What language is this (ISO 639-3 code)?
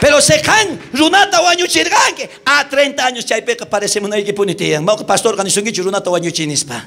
quh